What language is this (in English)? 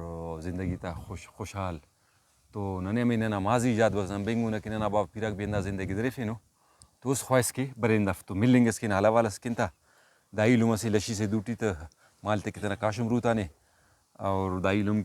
Brahui